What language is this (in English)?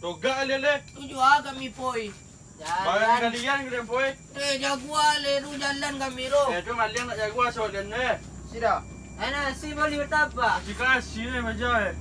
Minangkabau